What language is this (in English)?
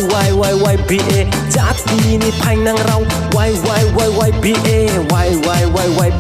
Riang (India)